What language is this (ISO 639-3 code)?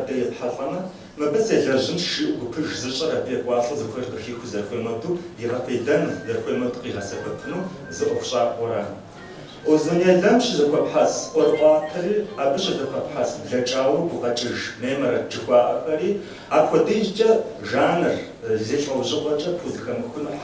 kbd